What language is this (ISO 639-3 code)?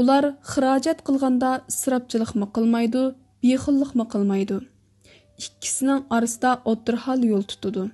uig